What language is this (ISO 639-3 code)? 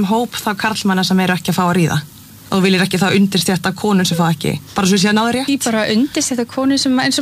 isl